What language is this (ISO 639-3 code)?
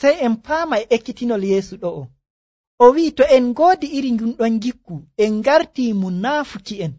fuv